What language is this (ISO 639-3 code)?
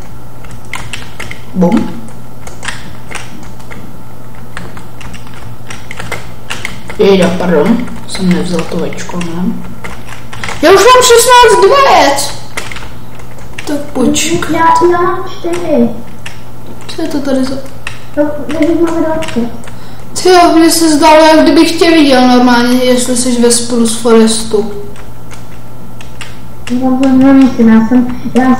ces